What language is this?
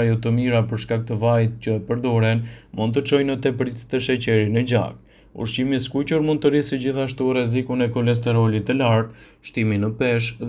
Albanian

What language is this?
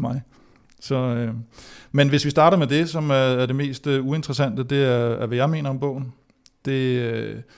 Danish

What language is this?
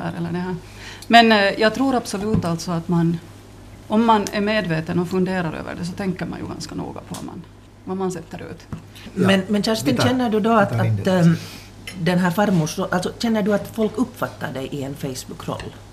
Swedish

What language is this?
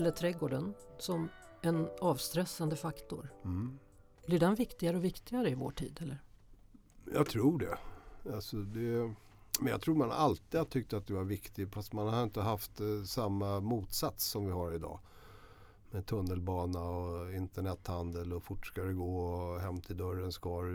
Swedish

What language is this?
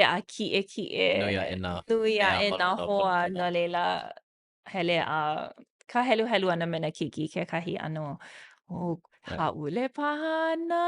Hawaiian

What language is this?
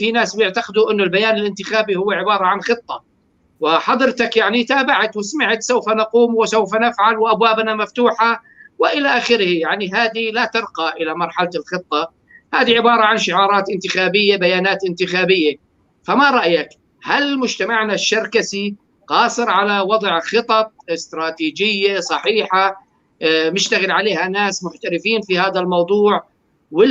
North Levantine Arabic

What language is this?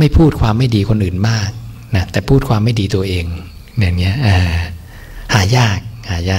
Thai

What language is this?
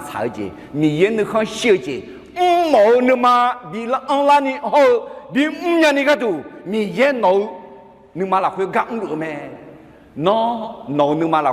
Akha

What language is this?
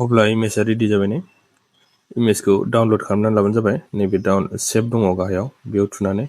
Bodo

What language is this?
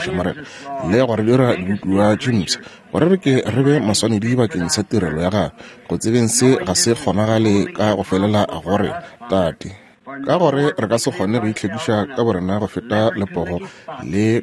Northern Sotho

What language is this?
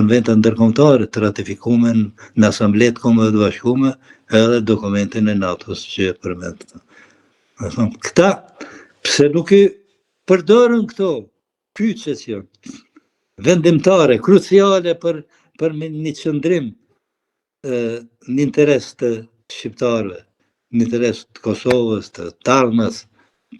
Albanian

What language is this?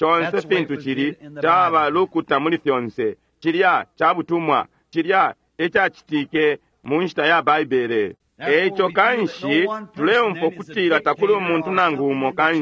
Bemba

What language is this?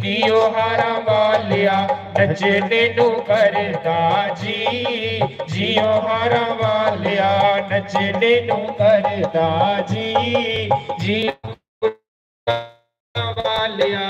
Dogri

